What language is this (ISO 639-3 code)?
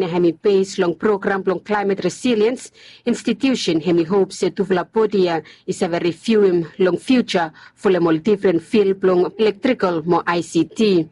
bis